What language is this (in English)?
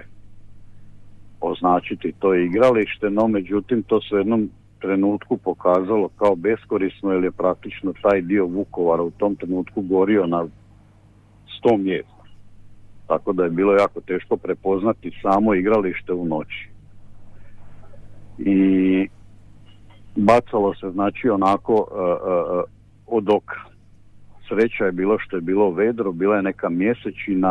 Croatian